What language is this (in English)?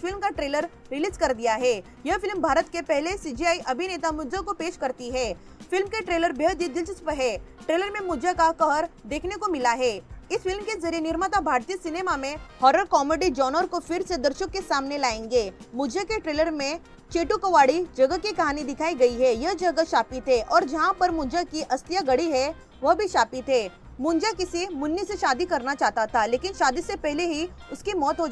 Hindi